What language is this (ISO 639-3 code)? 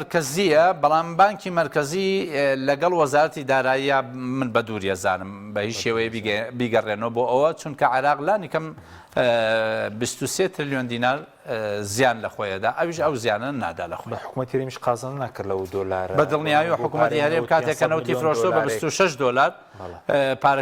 ckb